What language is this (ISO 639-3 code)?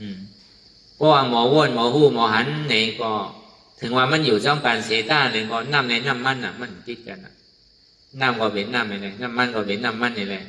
shn